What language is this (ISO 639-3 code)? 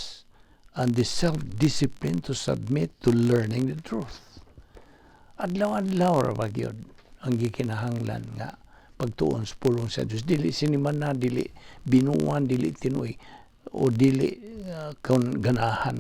ceb